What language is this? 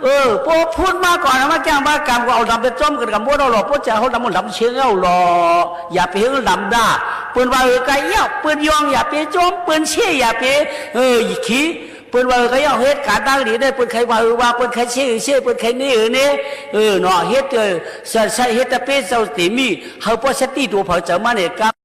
Shan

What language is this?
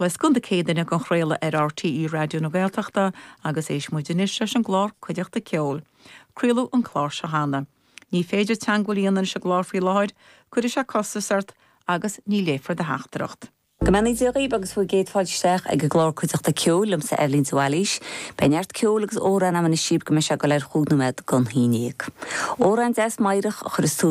Irish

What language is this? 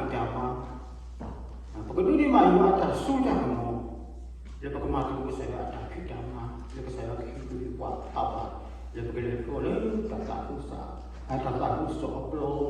S'gaw Karen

